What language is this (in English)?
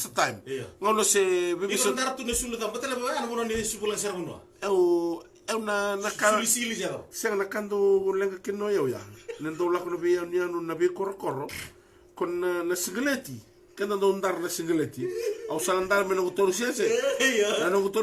Fijian